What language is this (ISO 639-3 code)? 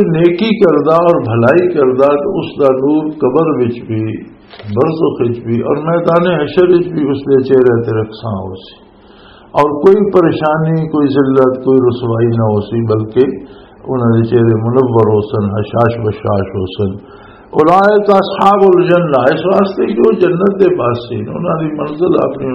lah